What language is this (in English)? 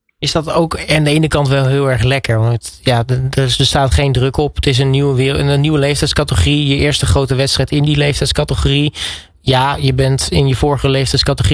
Dutch